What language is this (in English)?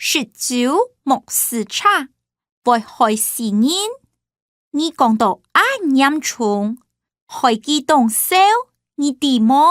Hakka Chinese